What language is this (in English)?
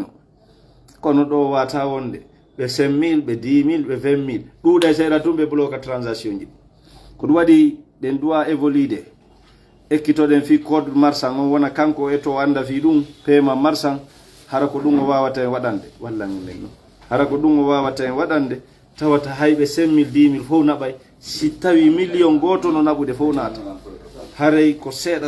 Fula